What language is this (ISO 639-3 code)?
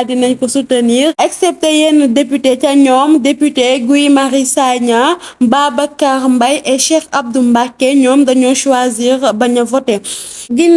wol